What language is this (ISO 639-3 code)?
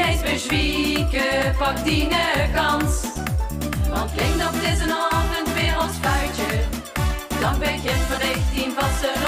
lim